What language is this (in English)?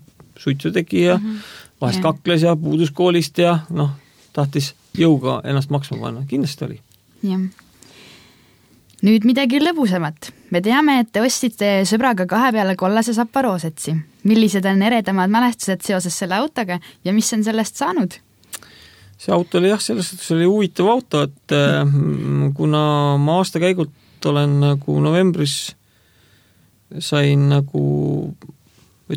Estonian